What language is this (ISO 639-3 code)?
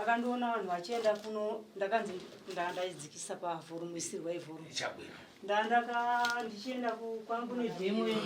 sna